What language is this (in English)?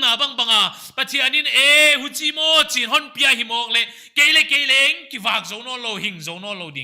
Paite Chin